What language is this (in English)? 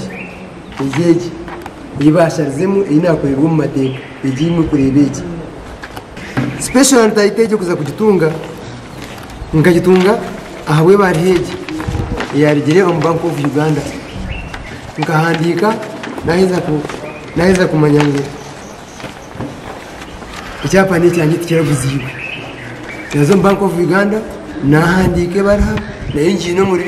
Kinyarwanda